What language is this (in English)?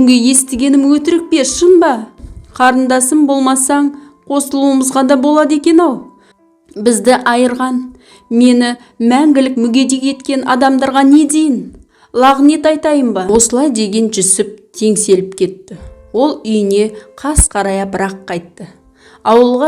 Kazakh